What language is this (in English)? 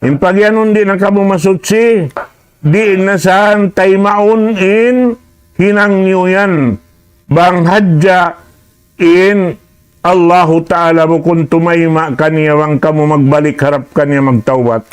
Tausug